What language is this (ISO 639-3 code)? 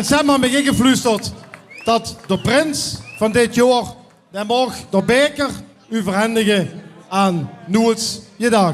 lim